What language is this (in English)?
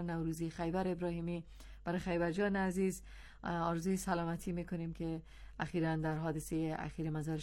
Persian